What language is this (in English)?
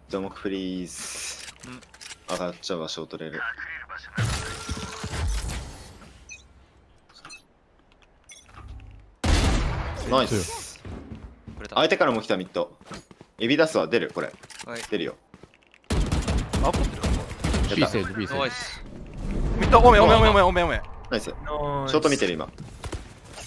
Japanese